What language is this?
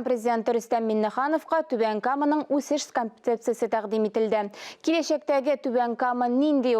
Tatar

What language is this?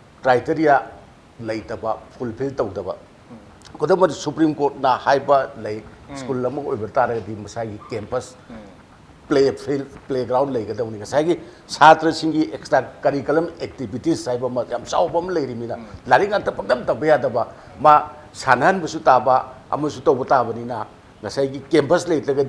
Manipuri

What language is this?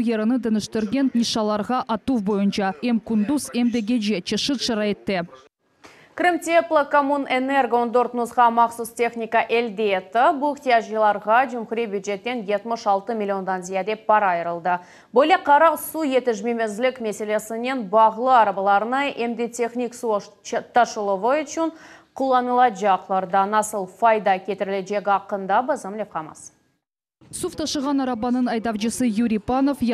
Crimean Tatar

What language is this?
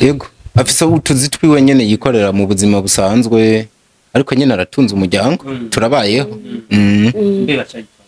Rundi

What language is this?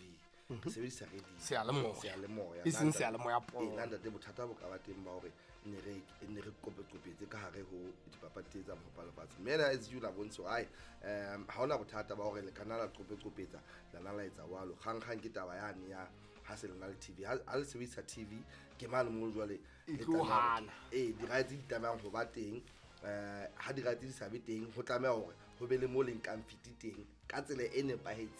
Southern Sotho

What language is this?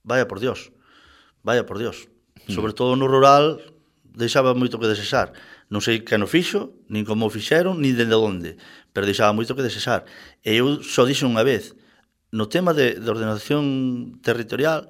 Galician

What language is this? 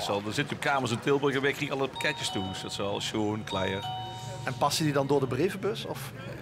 Limburgish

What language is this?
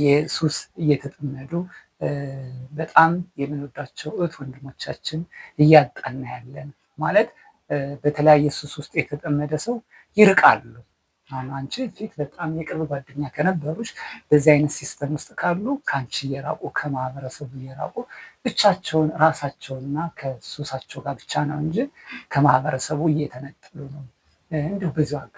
Amharic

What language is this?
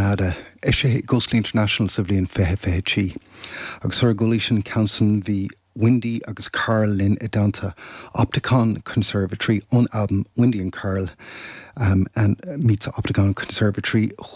Irish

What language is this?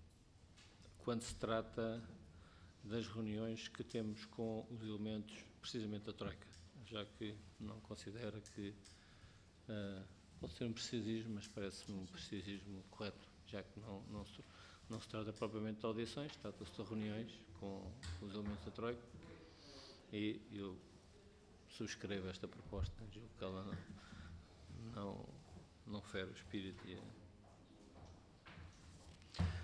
Portuguese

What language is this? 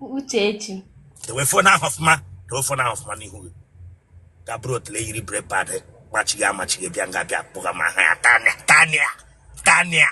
Igbo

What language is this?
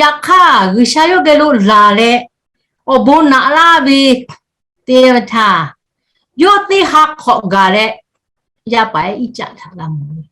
Lahu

